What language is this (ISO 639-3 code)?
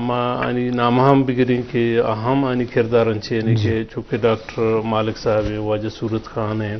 bgp